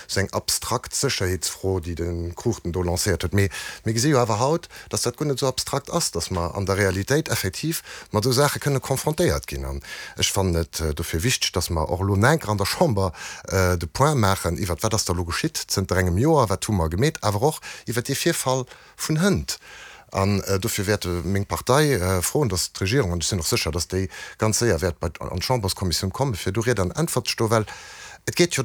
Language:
Luxembourgish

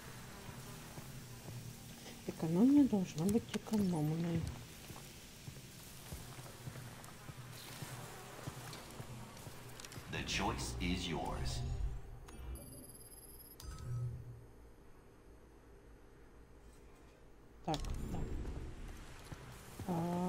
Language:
Russian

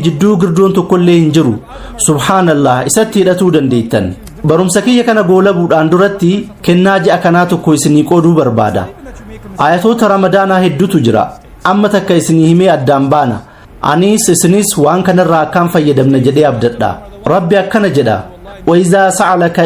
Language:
Oromo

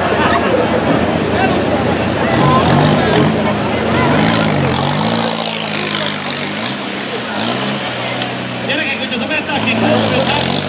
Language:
Hungarian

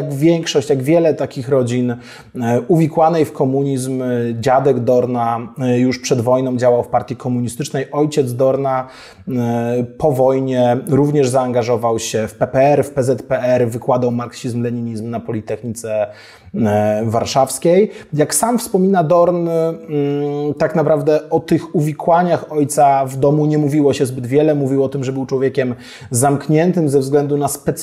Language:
Polish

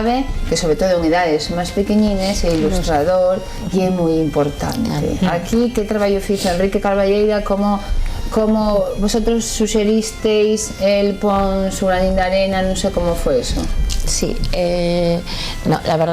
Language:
Asturian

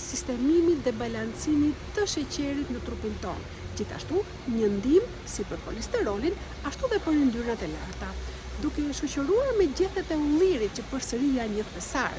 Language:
Albanian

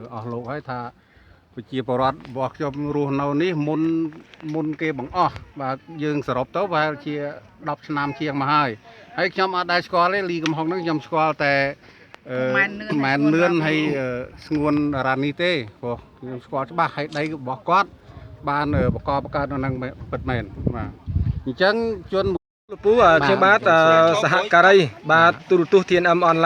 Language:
Khmer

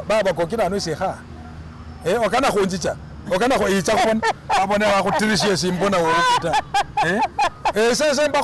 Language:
Masaaba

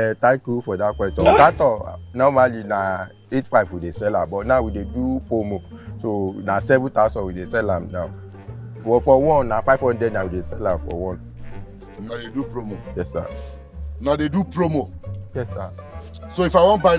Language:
Nigerian Pidgin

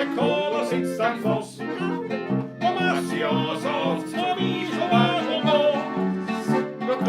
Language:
Bavarian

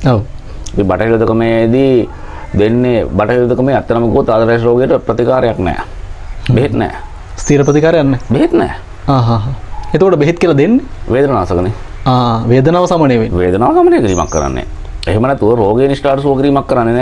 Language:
Sinhala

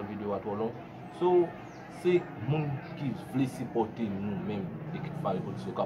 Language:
Haitian Creole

